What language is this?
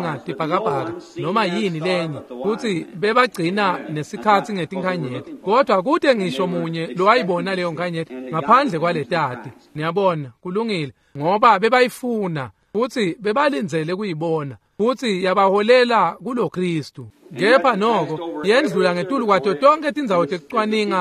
Swati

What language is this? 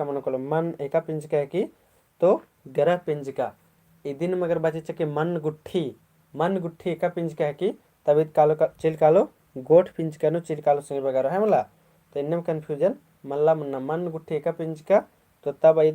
Kurukh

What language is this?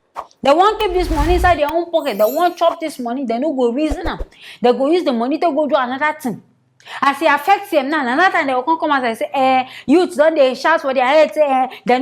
Nigerian Pidgin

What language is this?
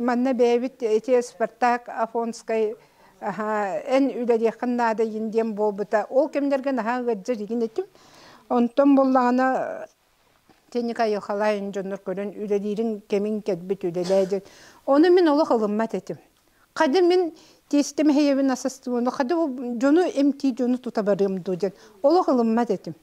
Yakut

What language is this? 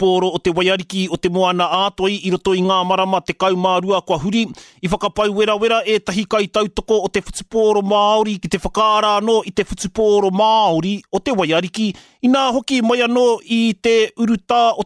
Māori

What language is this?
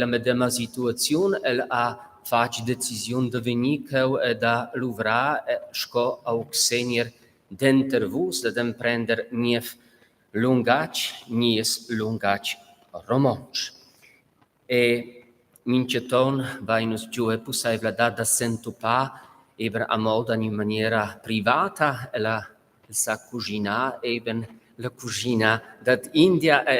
Romansh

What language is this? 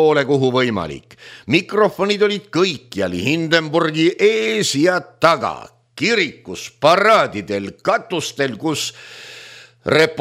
Estonian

